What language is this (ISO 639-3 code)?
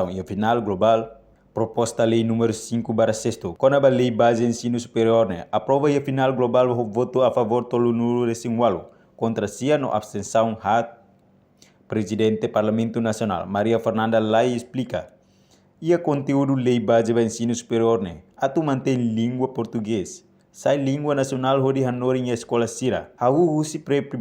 tet